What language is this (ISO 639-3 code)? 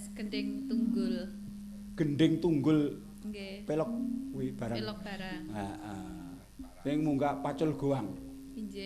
jav